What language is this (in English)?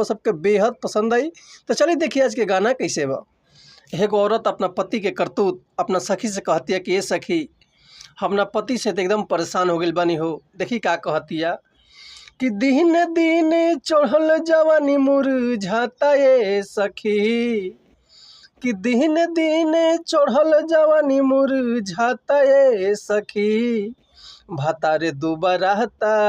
Bhojpuri